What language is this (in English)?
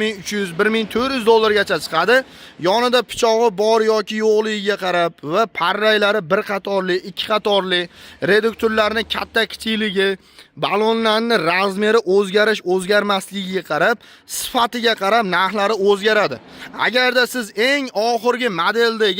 Uzbek